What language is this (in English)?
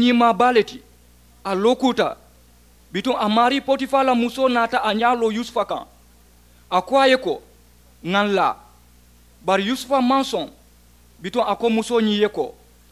Mandingo